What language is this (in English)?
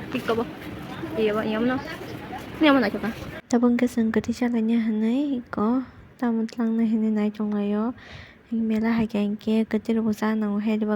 Kok Borok